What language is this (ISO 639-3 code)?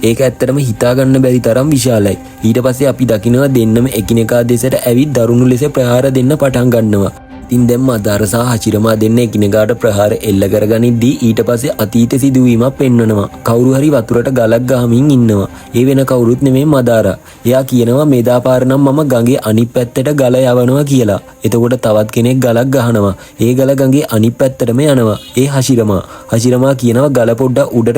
sin